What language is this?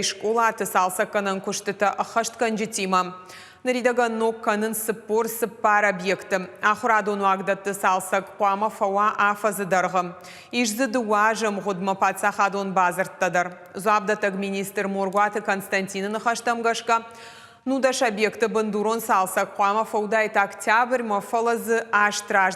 Ossetic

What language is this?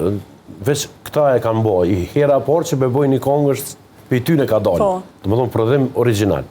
Albanian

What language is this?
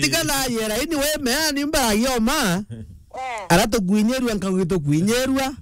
Meru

